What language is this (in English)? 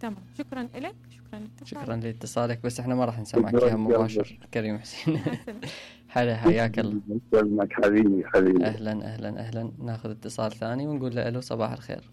Mesopotamian Arabic